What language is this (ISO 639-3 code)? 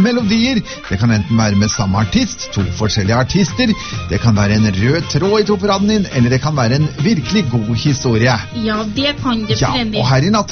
nor